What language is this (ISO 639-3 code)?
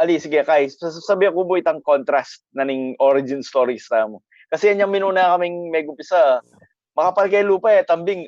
pam